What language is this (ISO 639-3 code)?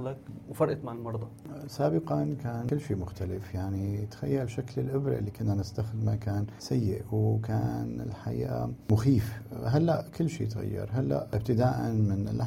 apc